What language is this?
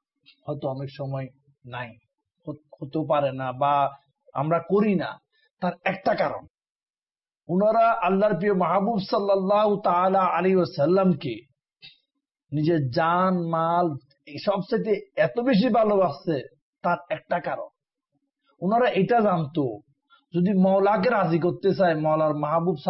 Bangla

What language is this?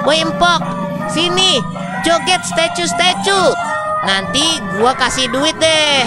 Betawi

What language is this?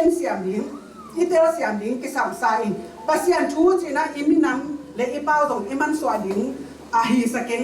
Tedim Chin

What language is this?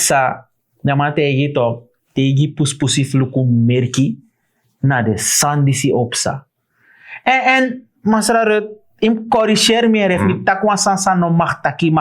Sranan Tongo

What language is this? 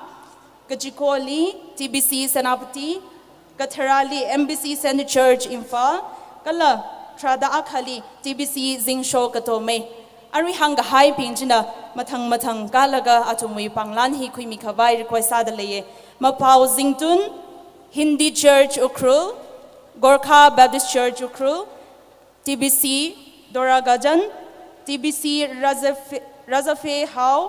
Tangkhul Naga (India)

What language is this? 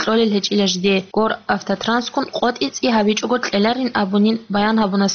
Avaric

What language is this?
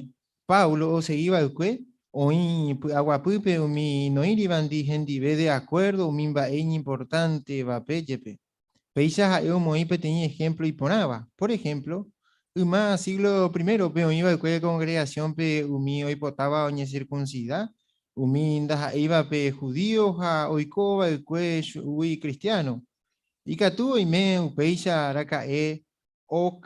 Guarani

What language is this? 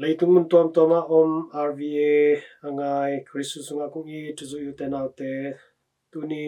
Tedim Chin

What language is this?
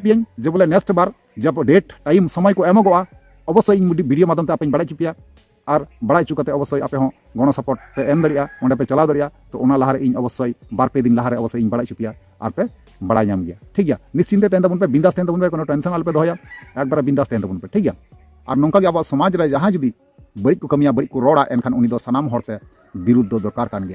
Santali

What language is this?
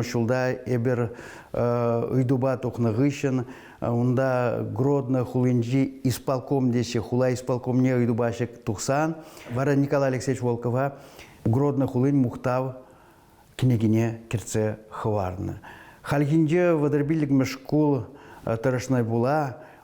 Chuvash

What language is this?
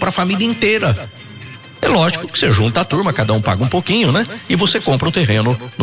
Portuguese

